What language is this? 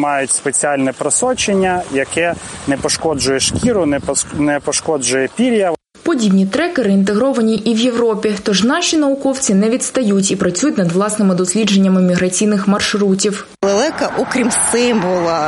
Ukrainian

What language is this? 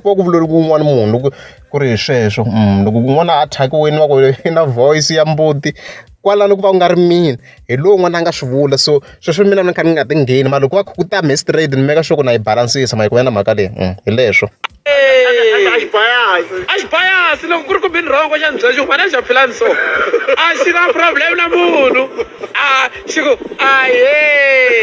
Tsonga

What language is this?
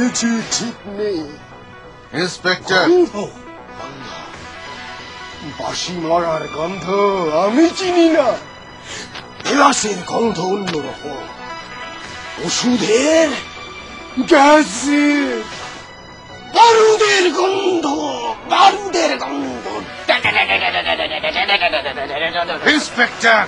Bangla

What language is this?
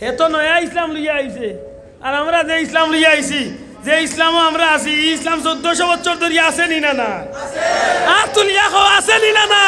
Sylheti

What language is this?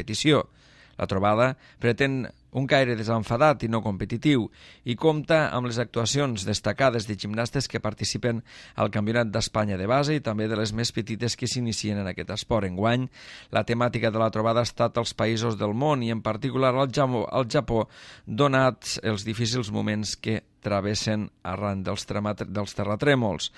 Catalan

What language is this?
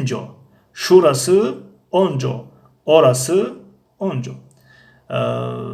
Tajik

